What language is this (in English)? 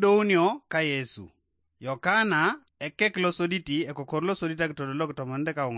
Teso